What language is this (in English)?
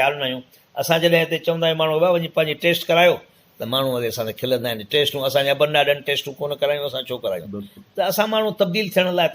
Sindhi